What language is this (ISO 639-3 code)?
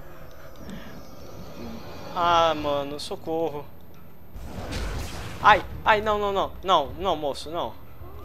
por